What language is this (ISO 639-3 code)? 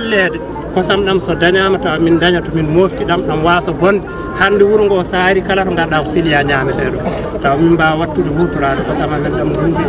ful